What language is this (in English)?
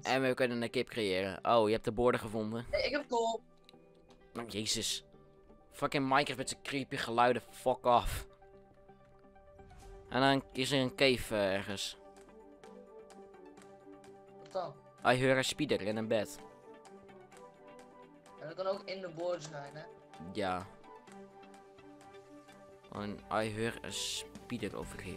Dutch